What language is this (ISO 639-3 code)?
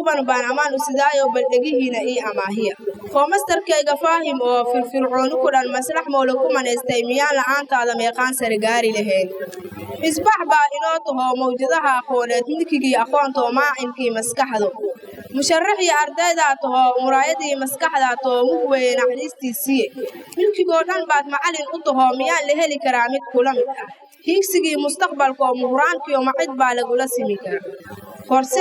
som